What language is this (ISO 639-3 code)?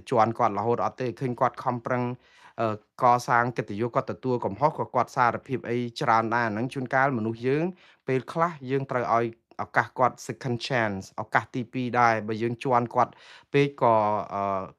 khm